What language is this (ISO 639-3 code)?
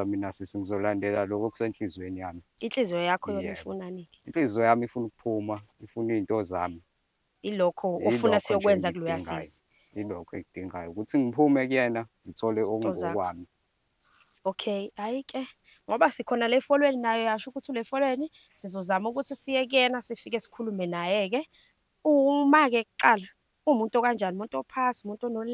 zul